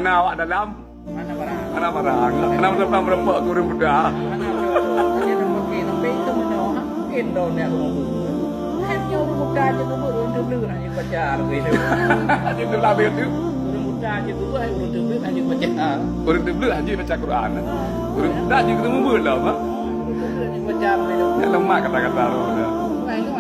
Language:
Achinese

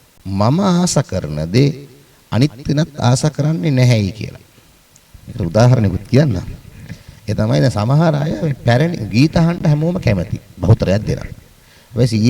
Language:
Sinhala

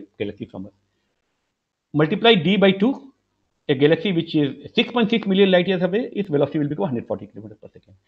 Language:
English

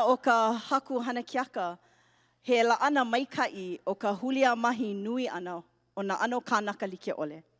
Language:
Hawaiian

